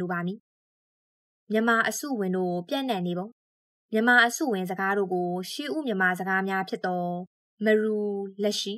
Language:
Burmese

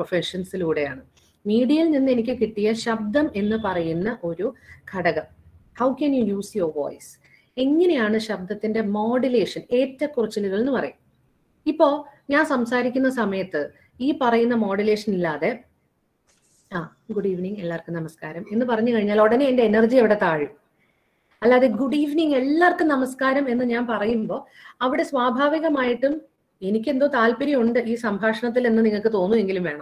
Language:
Malayalam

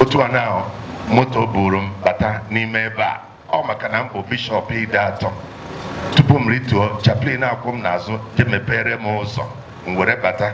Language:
Igbo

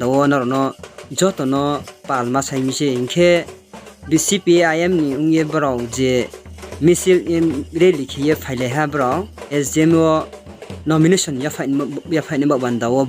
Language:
Riang (India)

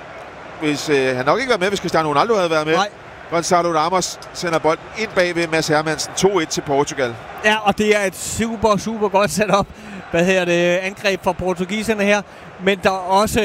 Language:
Danish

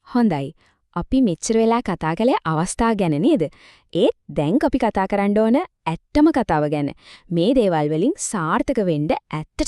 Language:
Sinhala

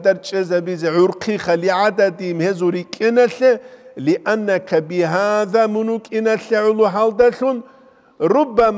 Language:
Avaric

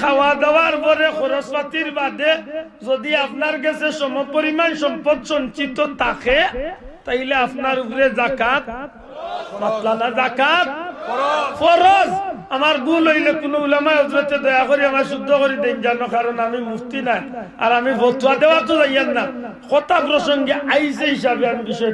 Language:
Sylheti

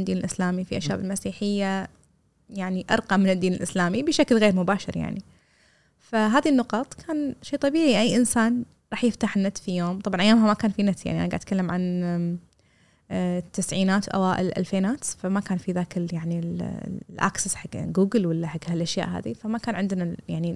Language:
Gulf Arabic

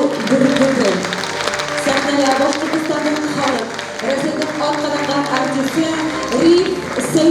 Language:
Bashkir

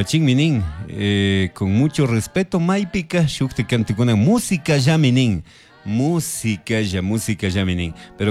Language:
Chimborazo Highland Quichua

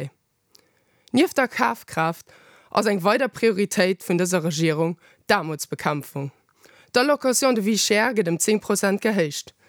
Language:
Luxembourgish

